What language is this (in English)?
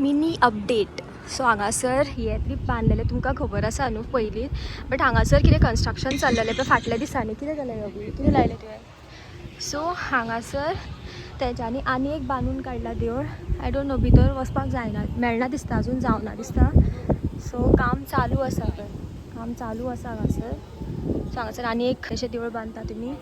Konkani